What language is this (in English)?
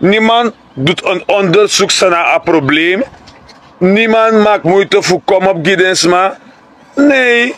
Sranan Tongo